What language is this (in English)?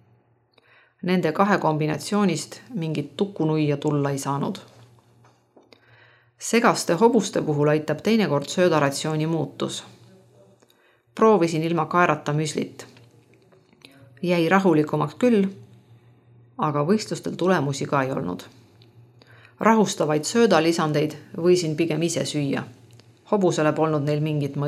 Estonian